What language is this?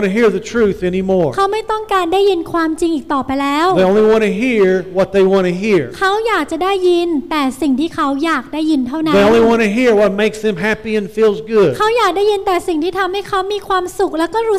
Thai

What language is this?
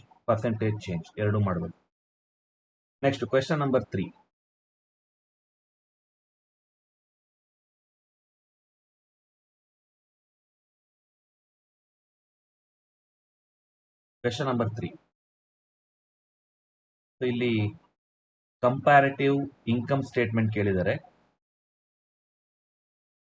Kannada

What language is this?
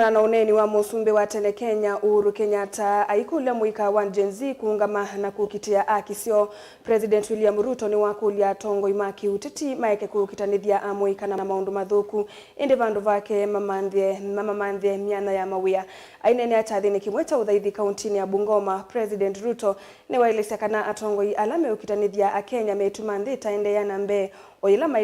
Kamba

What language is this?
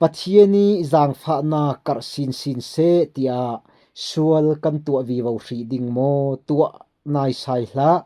Falam Chin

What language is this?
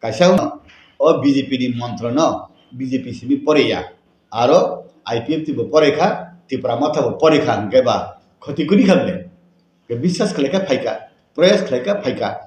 Kok Borok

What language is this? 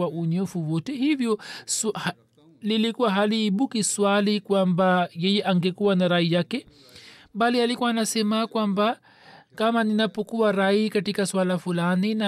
Swahili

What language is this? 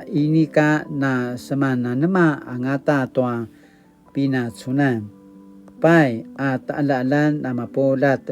Paiwan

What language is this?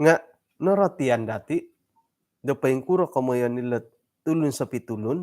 Central Dusun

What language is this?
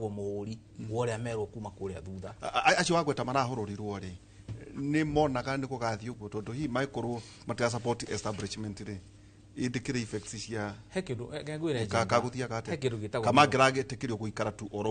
Kikuyu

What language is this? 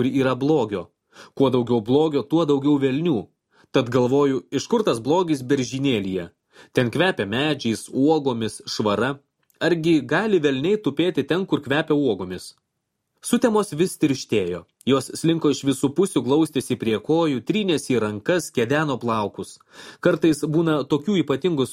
Lithuanian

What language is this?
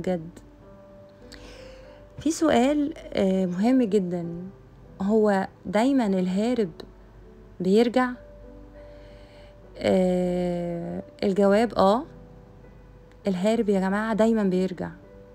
Egyptian Arabic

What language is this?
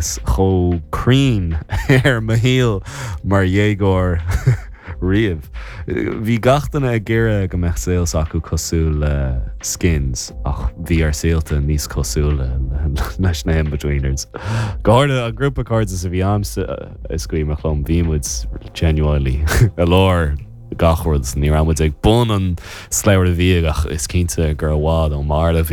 Irish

